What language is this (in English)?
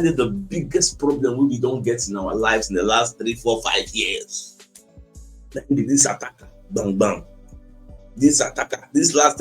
Nigerian Pidgin